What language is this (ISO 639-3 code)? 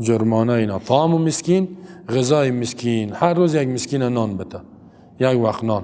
fas